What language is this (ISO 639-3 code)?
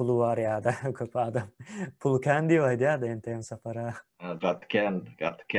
tuk